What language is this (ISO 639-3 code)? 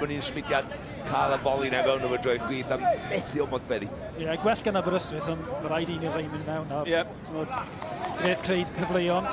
cym